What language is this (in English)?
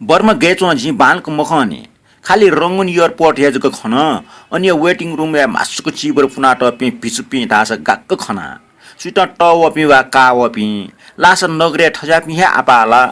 Newari